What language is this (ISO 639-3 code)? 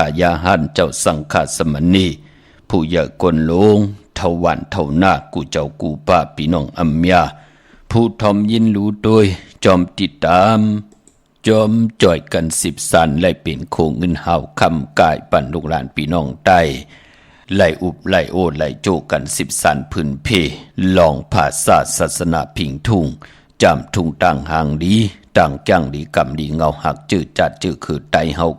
shn